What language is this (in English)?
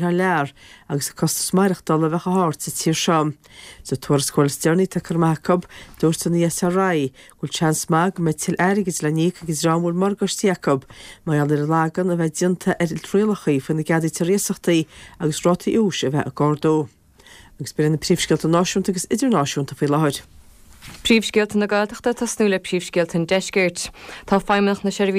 Irish